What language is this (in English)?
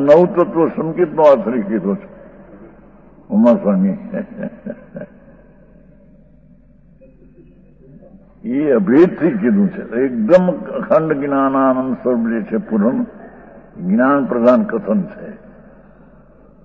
Gujarati